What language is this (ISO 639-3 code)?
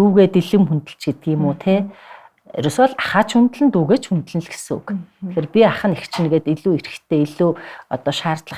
mon